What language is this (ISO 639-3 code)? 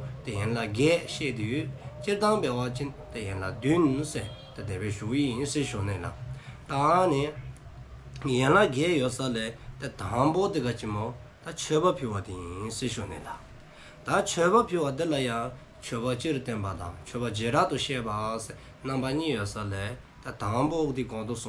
dzo